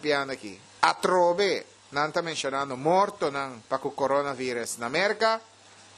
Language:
Papiamento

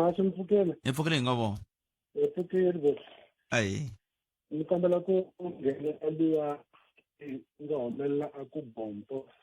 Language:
Tsonga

